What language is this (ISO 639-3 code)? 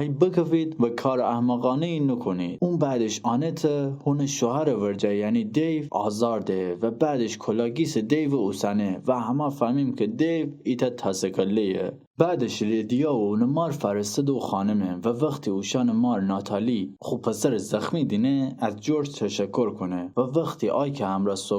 glk